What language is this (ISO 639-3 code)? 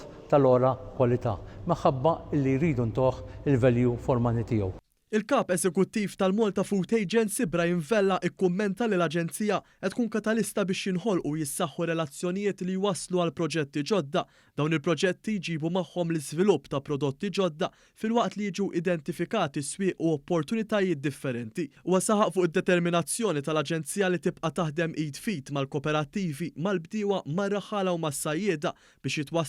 mlt